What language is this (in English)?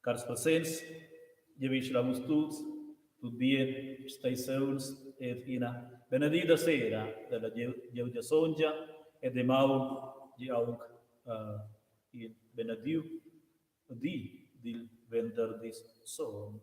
Romansh